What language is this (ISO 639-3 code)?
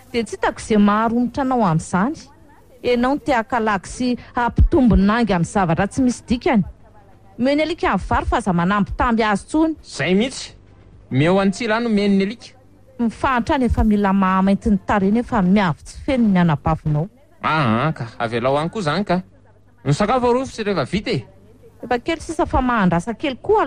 mlg